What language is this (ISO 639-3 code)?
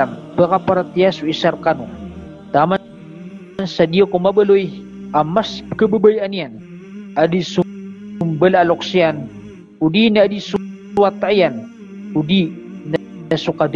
mrw